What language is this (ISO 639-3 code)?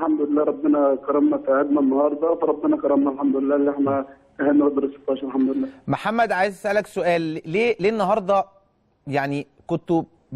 arz